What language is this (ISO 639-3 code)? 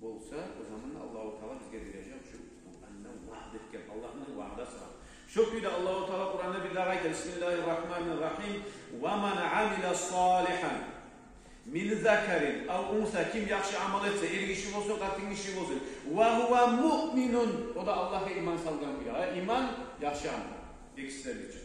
kum